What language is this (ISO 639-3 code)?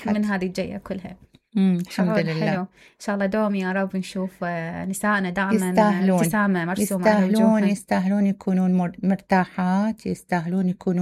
acm